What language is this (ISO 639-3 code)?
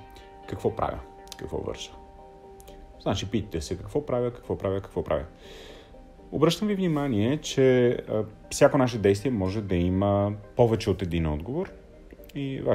bul